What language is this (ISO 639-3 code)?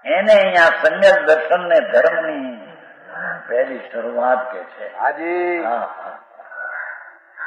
guj